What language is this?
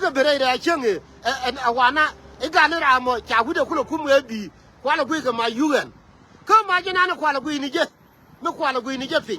Nuer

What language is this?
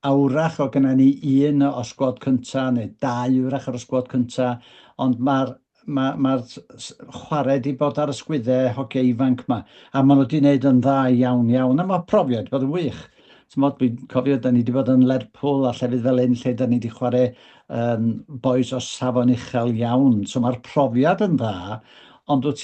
Welsh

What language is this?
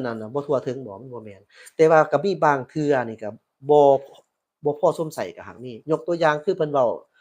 Lao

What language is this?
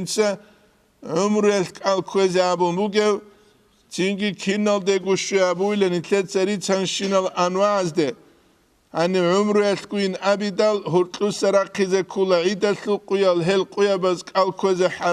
Avaric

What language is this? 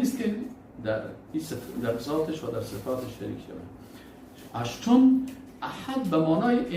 Persian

